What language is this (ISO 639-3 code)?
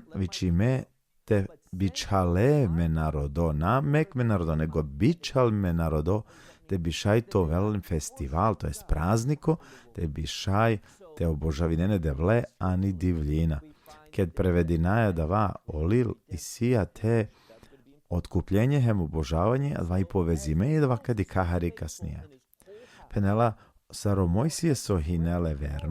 rmn